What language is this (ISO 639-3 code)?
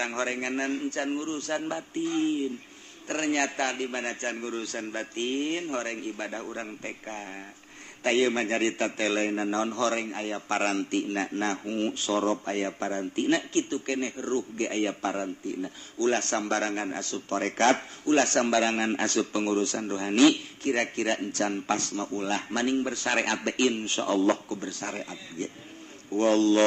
sun